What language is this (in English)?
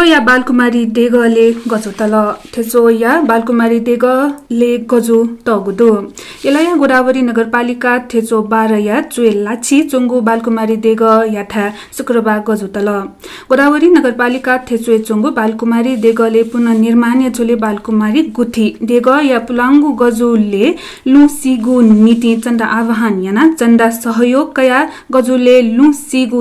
Newari